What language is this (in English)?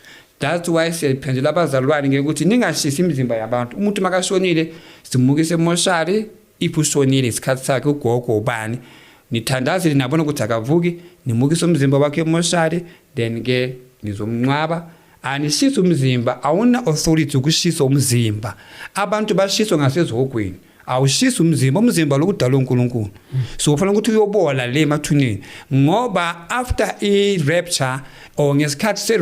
Zulu